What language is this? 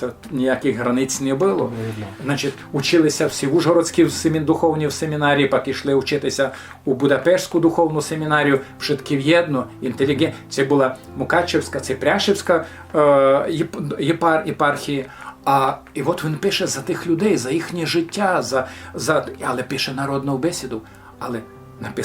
Rusyn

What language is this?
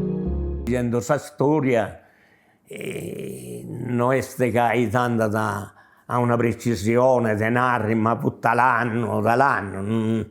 Sardinian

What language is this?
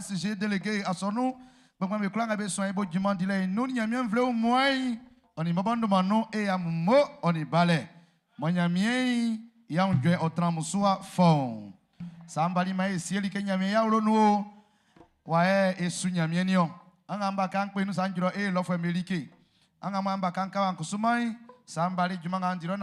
Baoulé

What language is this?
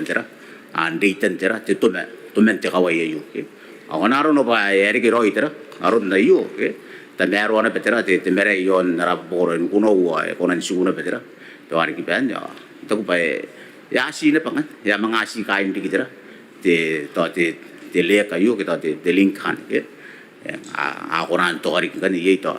Gilbertese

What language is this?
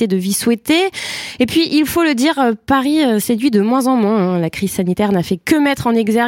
French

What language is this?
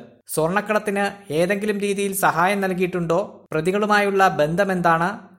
Malayalam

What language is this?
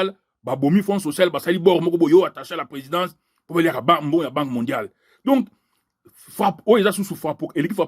Lingala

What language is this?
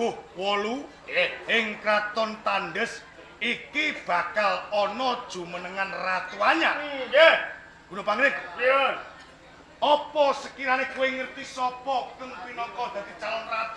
Javanese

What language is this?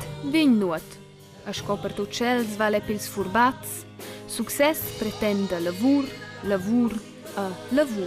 Romansh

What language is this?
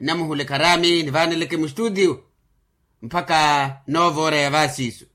Makhuwa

